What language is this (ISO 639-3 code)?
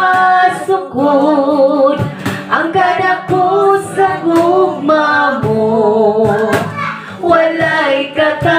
ceb